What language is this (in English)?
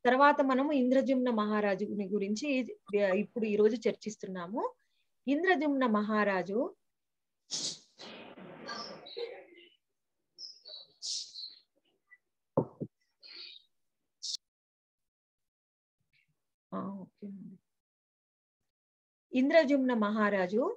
Telugu